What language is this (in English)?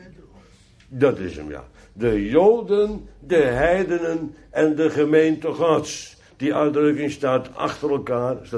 Dutch